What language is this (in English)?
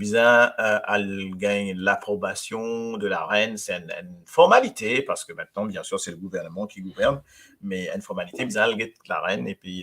Morisyen